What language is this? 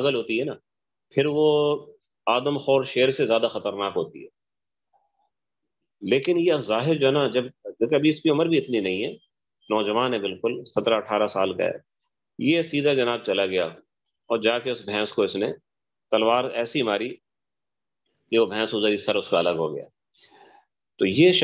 Urdu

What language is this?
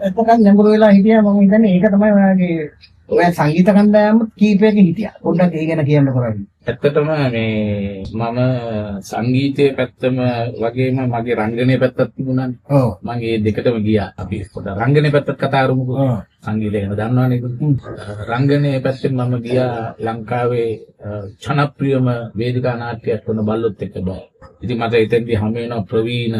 Sinhala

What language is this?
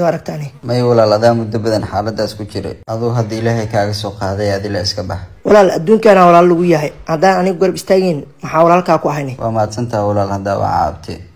Somali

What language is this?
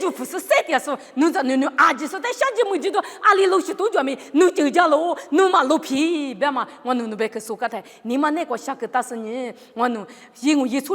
Lisu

